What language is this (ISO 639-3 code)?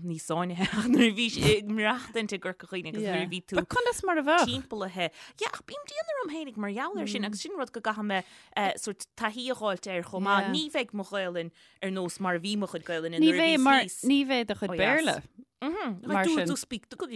gle